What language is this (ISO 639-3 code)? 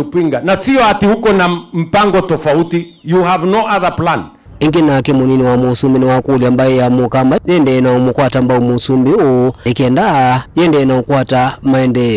kam